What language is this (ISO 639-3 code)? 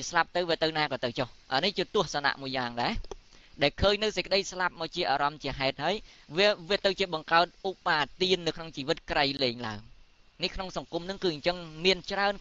khm